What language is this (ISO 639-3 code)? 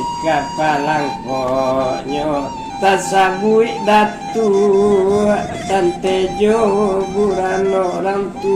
min